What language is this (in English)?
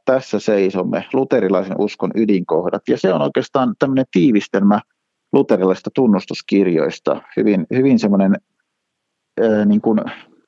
Finnish